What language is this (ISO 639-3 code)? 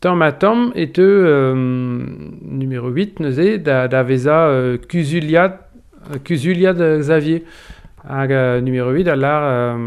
bre